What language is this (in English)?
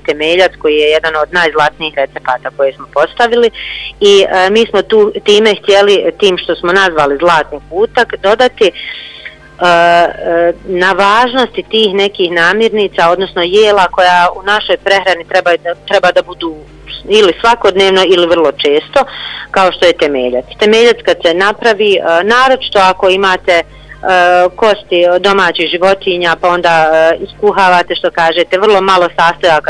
Bosnian